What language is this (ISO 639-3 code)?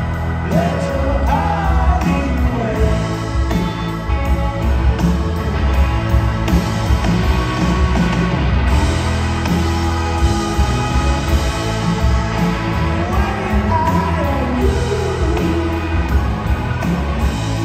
eng